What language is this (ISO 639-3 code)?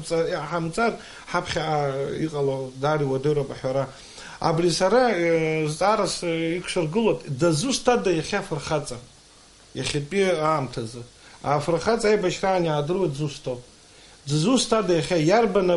abk